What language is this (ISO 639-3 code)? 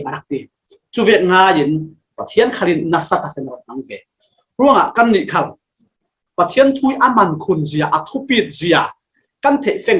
cfm